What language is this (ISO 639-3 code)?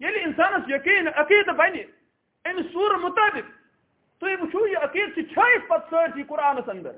kas